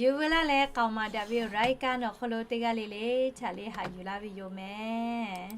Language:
Lahu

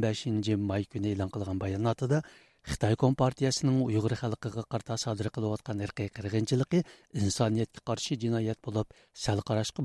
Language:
Uyghur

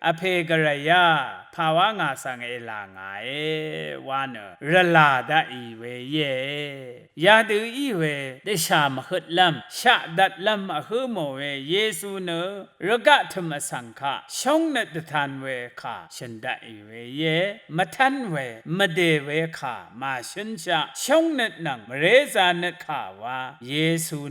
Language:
Rawang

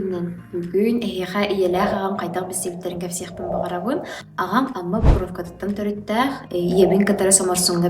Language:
Yakut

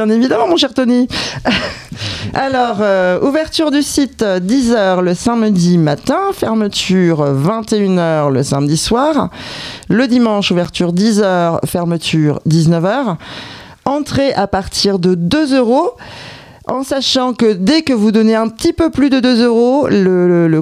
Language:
French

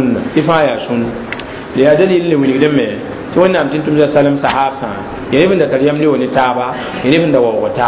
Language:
Mossi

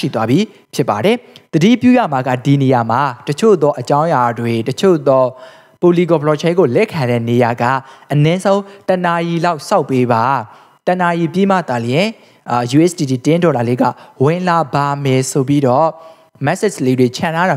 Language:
Burmese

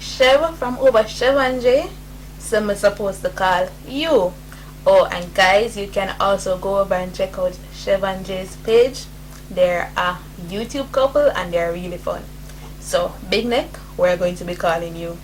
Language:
Jamaican Creole English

